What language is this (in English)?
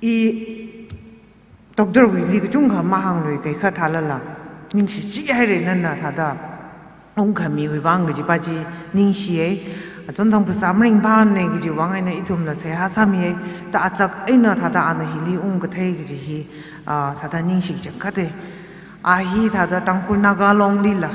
Tangkhul Naga (India)